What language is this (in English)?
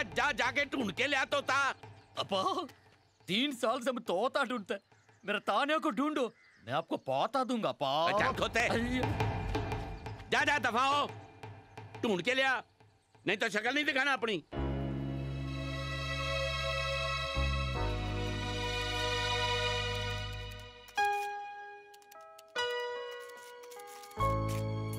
Hindi